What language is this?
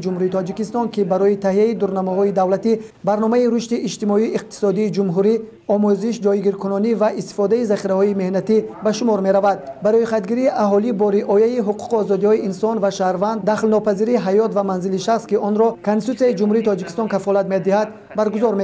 Tajik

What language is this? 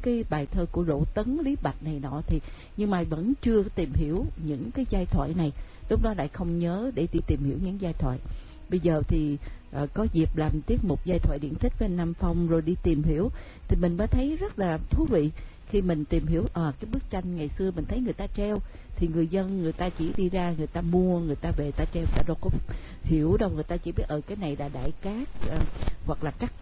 Vietnamese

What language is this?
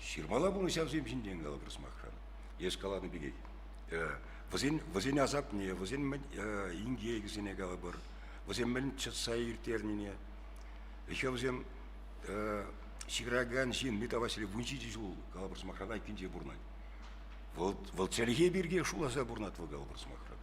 Chuvash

